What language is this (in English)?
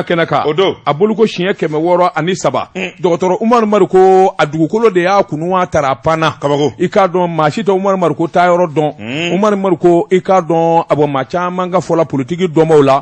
Bambara